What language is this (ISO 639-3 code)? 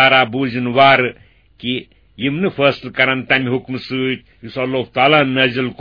kas